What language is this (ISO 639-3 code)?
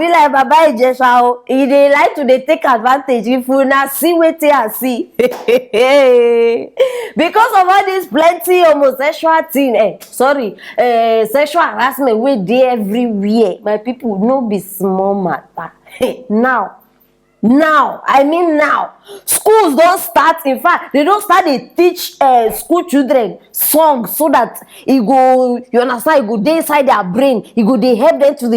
pcm